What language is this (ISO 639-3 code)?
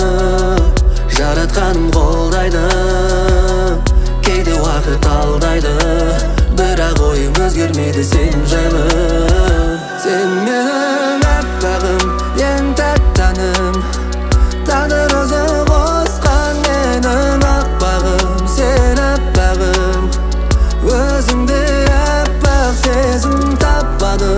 kaz